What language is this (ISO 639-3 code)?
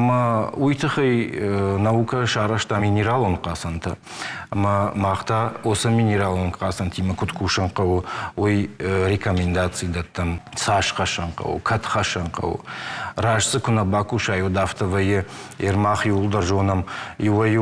oss